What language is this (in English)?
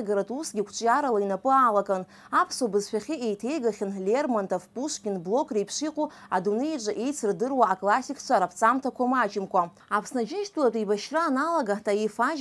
Abkhazian